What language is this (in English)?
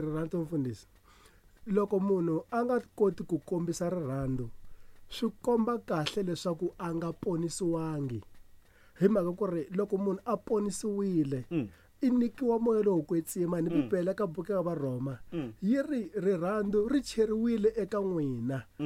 Tsonga